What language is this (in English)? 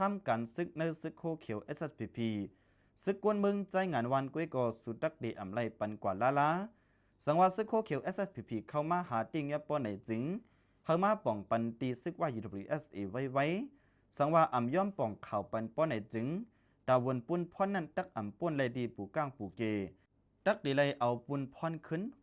Shan